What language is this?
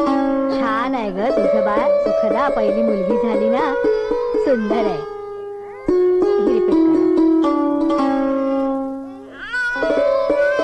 Marathi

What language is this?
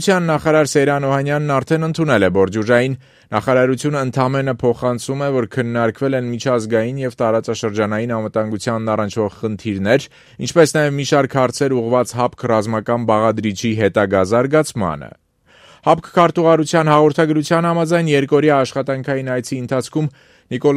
Armenian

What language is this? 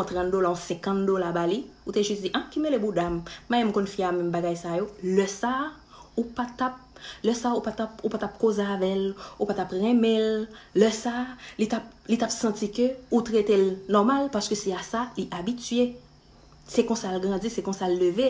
Haitian Creole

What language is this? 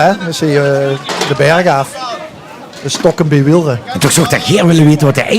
Limburgish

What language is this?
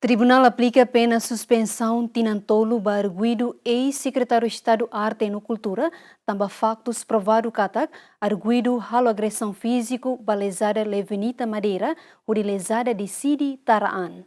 Tetum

